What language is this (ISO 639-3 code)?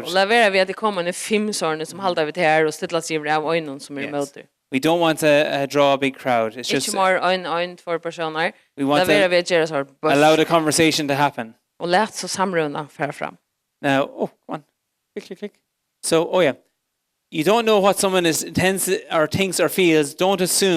fao